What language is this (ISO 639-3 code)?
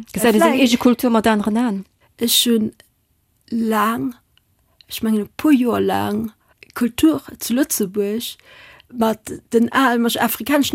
ltz